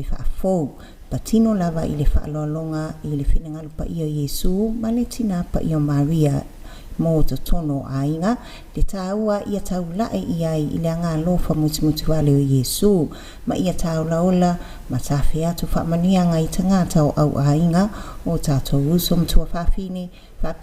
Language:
Samoan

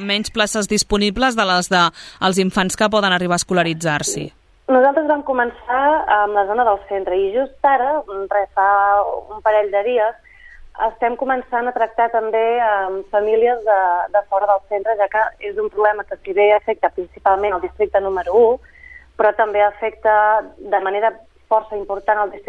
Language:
Catalan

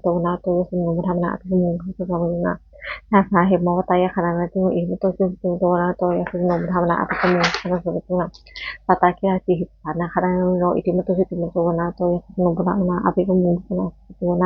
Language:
Pali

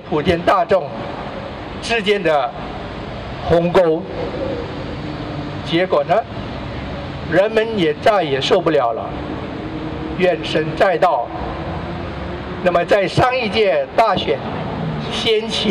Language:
Chinese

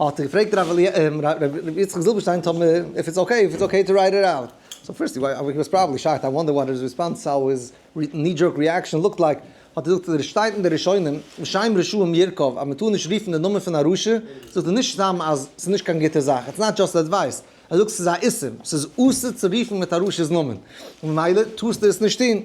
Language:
Yiddish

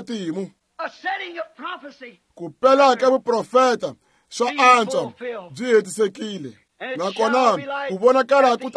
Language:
Tsonga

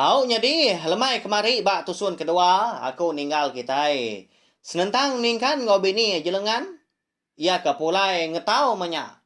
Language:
Iban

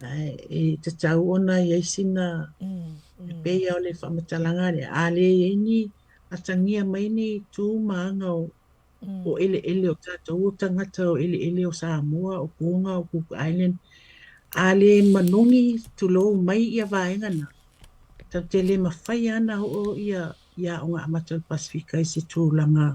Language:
Samoan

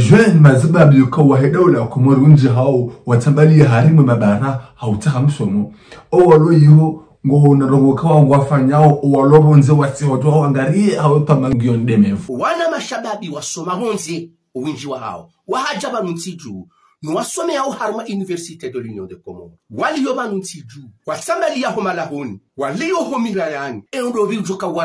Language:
Ngazidja Comorian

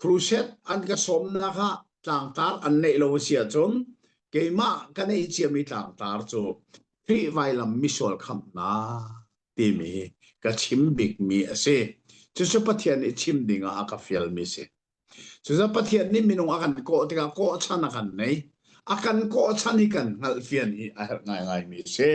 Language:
Hakha Chin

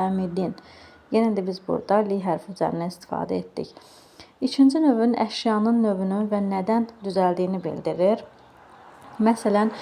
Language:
Azerbaijani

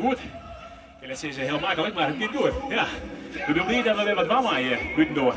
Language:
Western Frisian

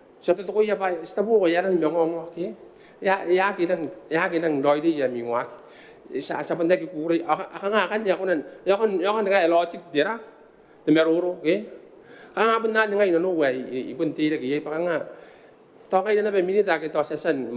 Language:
Gilbertese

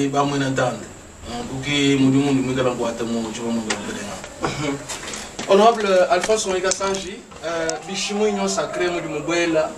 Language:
Luba-Lulua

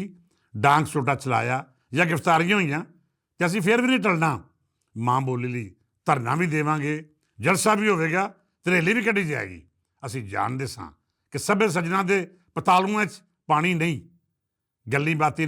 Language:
Western Panjabi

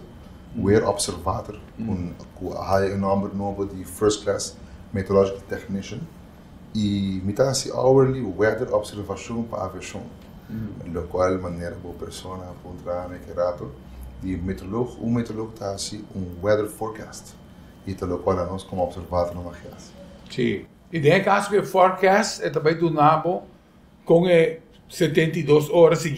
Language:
Papiamento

